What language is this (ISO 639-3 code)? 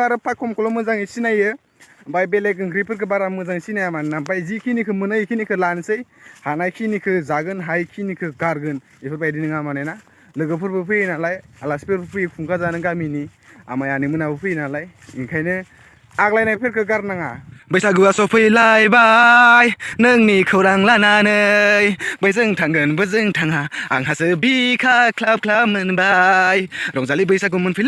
brx